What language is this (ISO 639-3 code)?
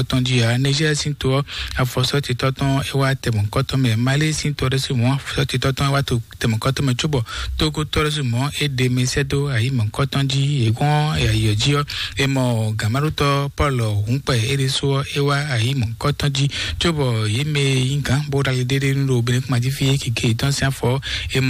fon